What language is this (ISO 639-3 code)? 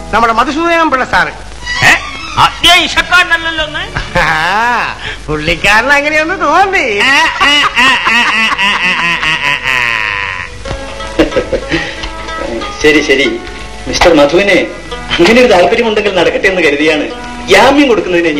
mal